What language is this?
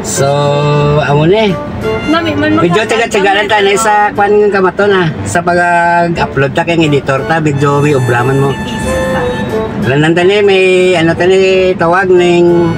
Hiligaynon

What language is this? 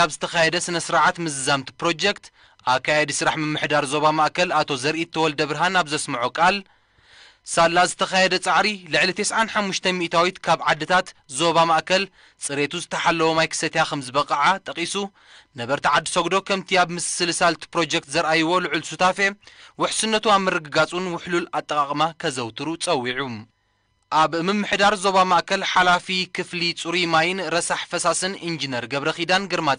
Tigrinya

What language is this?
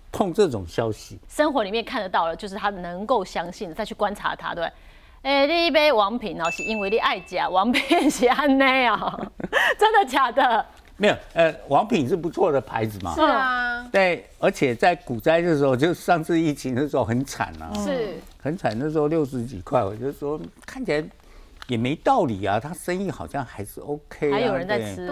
Chinese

